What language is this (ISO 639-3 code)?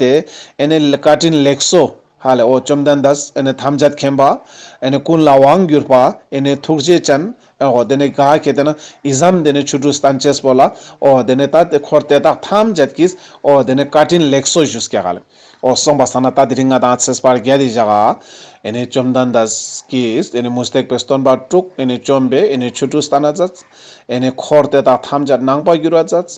lbj